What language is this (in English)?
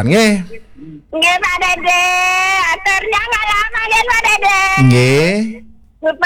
Balinese